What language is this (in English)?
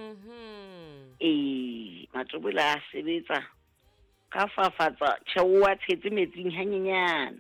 Southern Sotho